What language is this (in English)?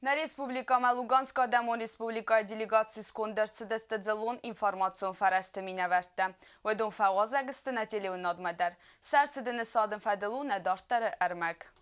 Ossetic